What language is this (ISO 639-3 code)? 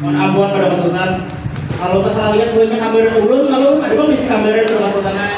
bjn